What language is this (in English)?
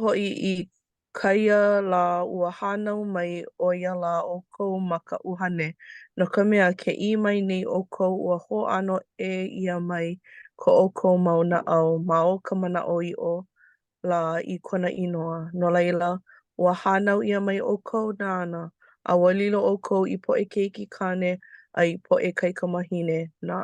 Hawaiian